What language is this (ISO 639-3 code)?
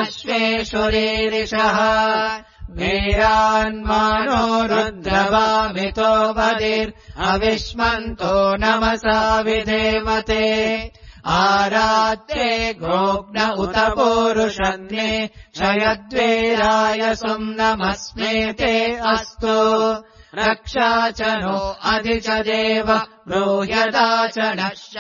san